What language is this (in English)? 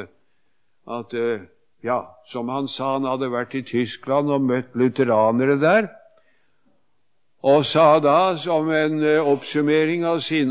Norwegian